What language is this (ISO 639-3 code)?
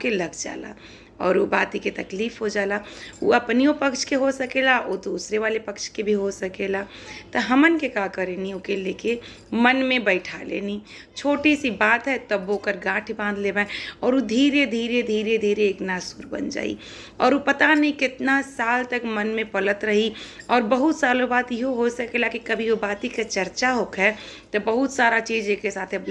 bho